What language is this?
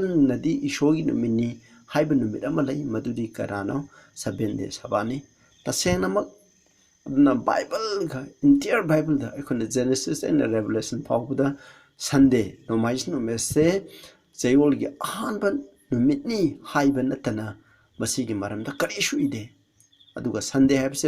Manipuri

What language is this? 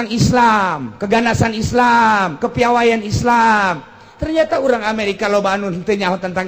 Sundanese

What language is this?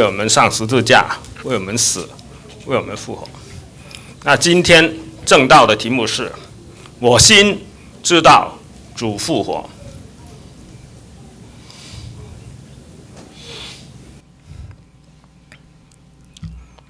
Chinese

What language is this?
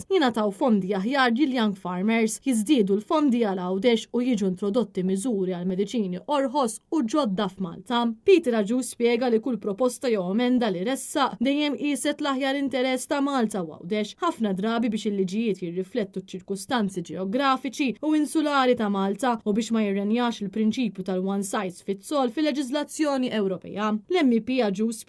Maltese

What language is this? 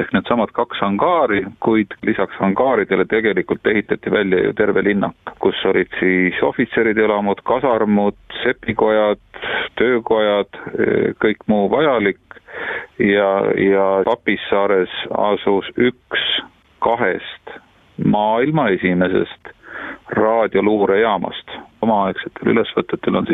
Estonian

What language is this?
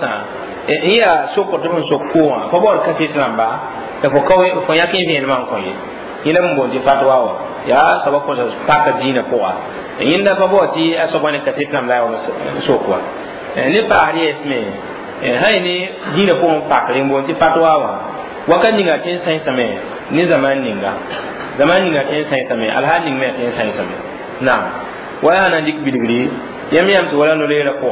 Mossi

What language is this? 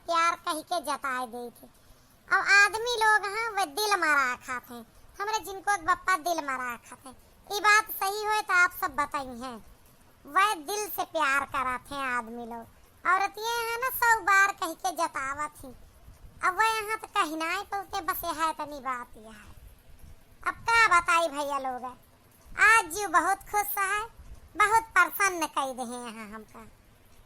Awadhi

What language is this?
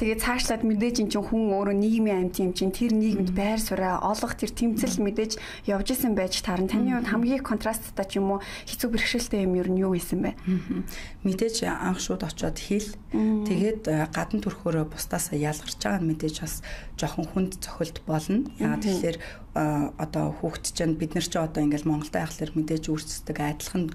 Mongolian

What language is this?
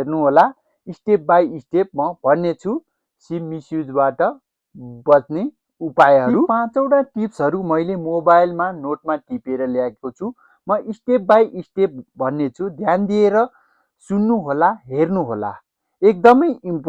Nepali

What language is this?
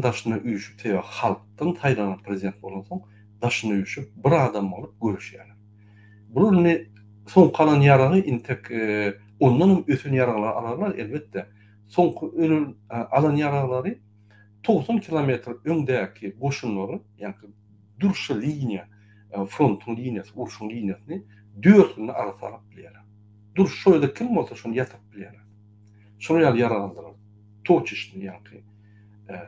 Turkmen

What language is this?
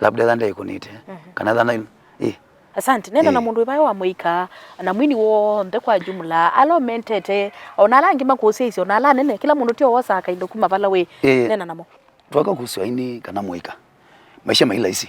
Kamba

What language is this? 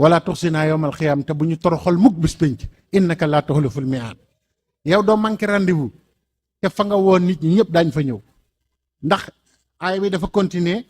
Wolof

